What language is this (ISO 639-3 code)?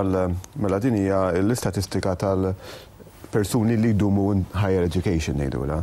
mlt